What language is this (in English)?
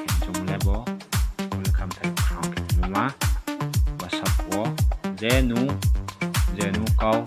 Riang (India)